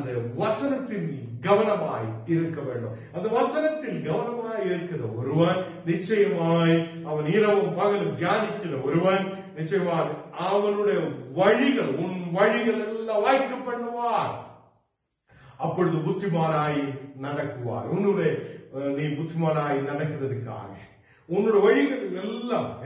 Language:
Tamil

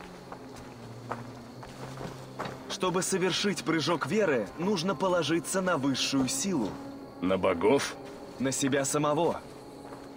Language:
Russian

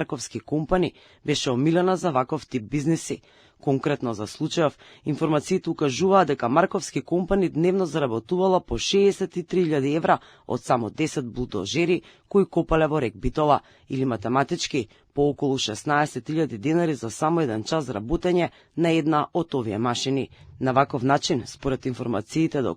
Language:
Macedonian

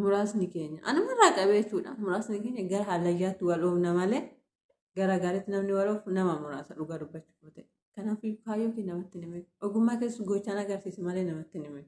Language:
Oromo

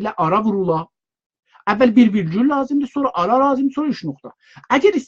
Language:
South Azerbaijani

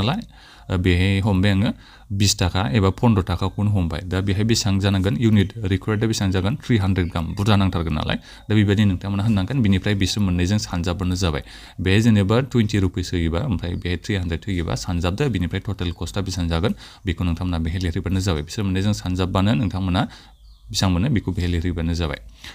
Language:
Bodo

